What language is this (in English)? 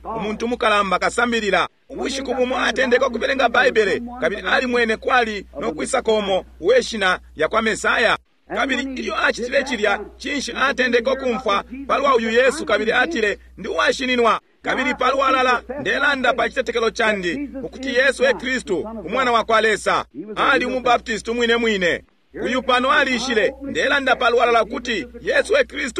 Bemba